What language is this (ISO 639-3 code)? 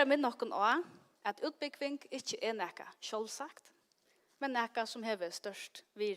fao